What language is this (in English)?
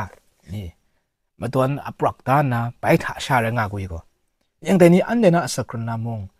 Kachin